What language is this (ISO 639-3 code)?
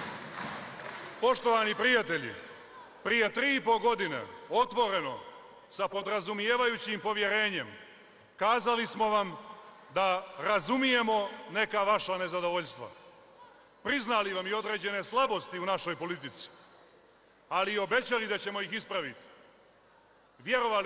srp